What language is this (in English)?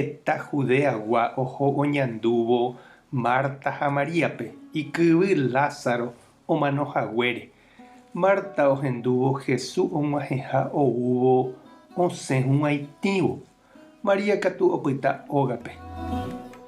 Guarani